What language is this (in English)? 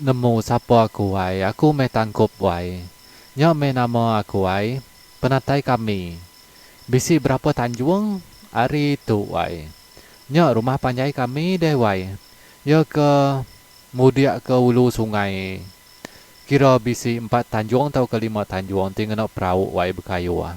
Iban